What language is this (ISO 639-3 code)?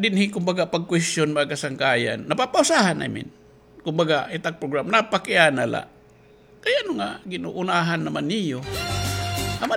war